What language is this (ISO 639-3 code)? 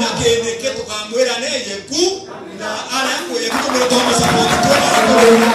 mer